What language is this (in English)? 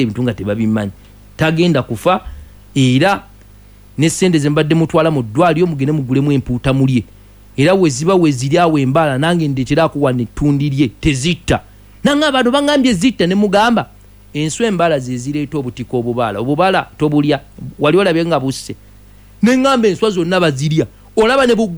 Ganda